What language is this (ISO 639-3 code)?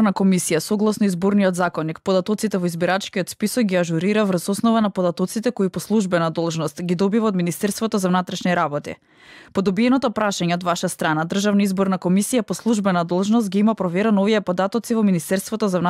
mkd